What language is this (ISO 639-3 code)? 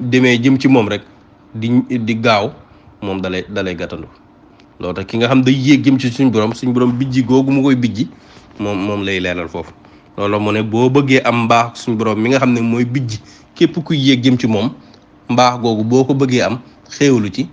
wol